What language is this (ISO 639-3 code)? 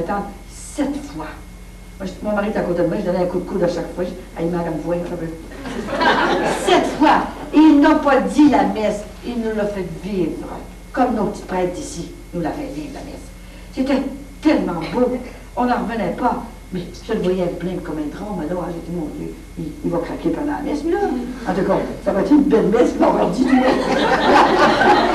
fra